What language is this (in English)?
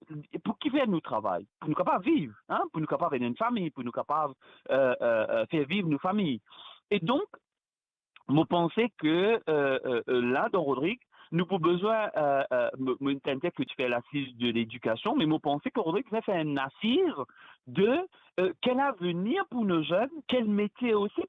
Morisyen